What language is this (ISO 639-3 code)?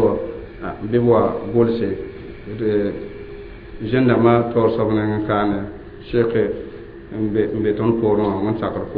mos